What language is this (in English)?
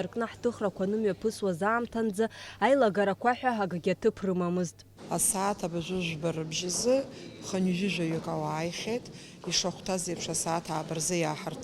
Abkhazian